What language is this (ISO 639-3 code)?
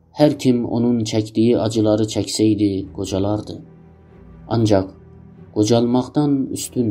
azb